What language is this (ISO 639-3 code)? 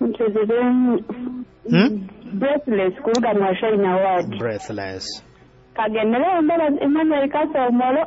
nyo